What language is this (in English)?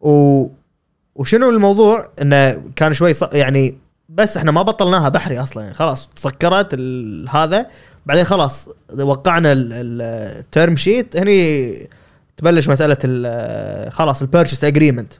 Gulf Arabic